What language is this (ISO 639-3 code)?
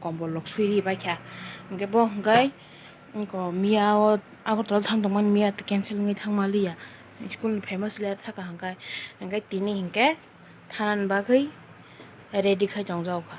trp